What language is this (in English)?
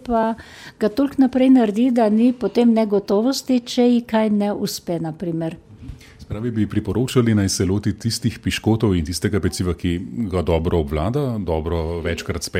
Slovenian